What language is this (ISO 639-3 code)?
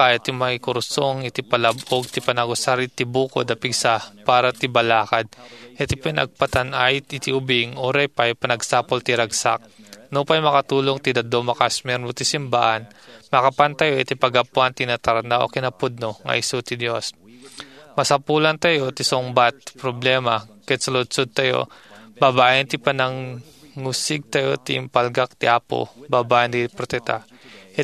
ilo